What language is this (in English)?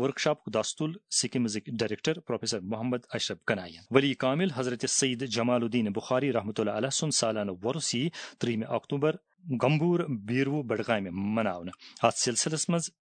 Kashmiri